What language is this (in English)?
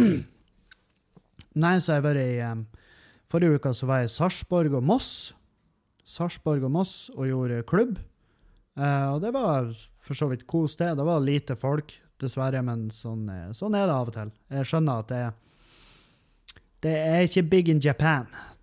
Norwegian